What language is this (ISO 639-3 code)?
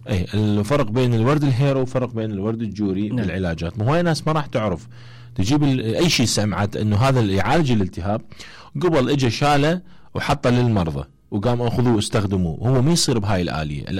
acm